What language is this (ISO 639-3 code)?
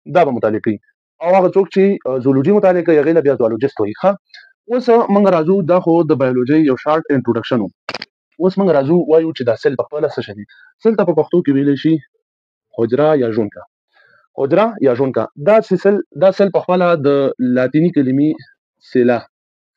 pus